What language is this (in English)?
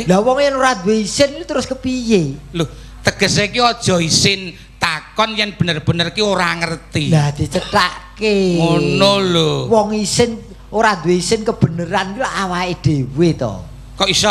Javanese